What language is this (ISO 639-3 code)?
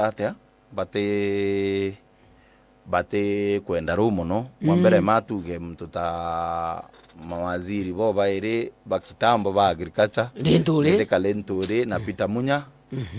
mer